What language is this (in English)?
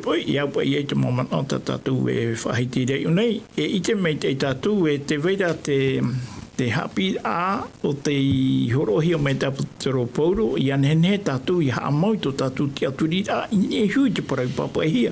Tahitian